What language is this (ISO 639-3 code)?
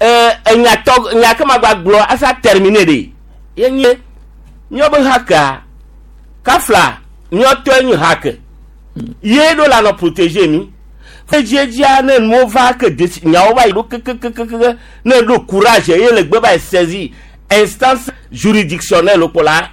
gej